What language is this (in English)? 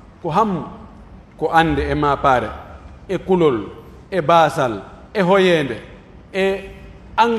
Pular